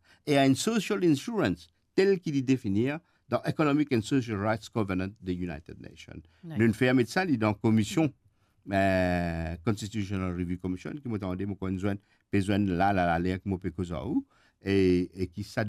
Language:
Morisyen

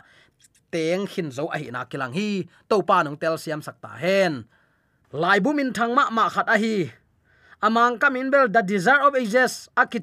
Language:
Tedim Chin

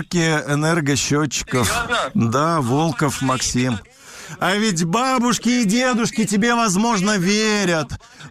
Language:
Russian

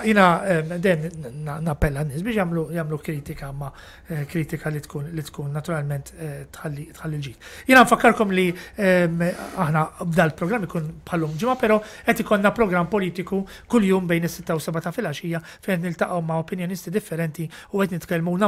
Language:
Maltese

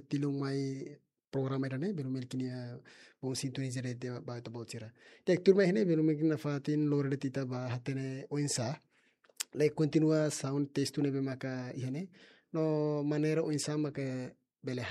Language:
Tetum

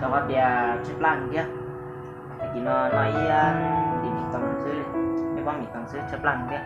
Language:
Hmong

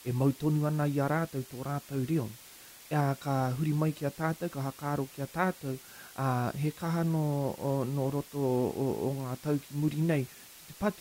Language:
Māori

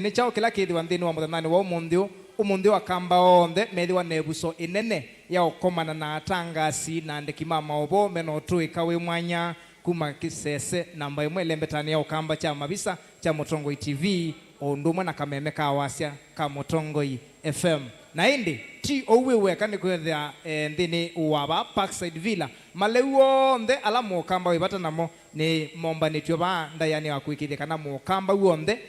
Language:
Kamba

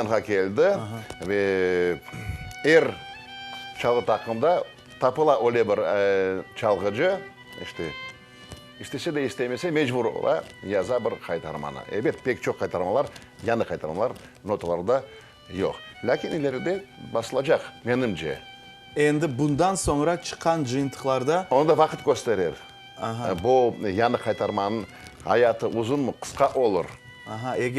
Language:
Crimean Tatar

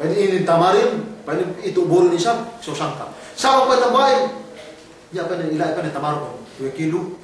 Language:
Yakan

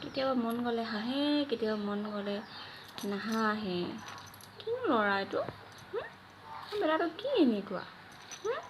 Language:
Assamese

